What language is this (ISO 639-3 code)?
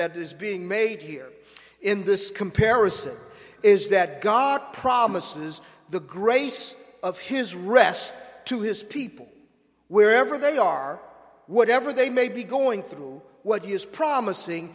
eng